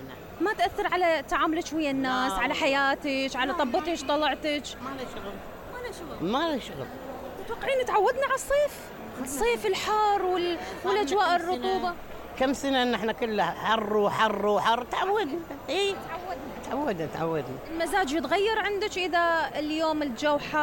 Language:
Mesopotamian Arabic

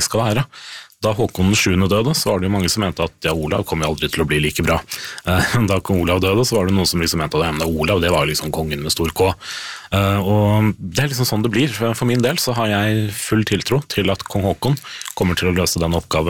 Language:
Norwegian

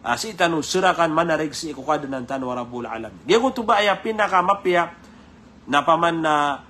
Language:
Maranao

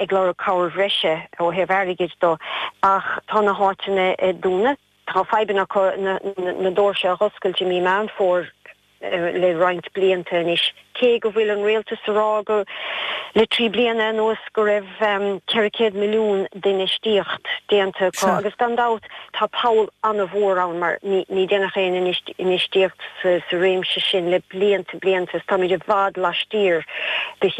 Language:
Irish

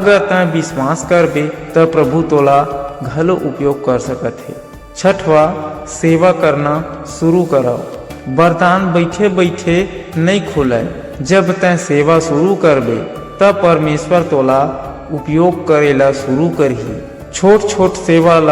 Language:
Chhattisgarhi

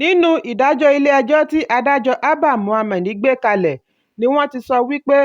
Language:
Yoruba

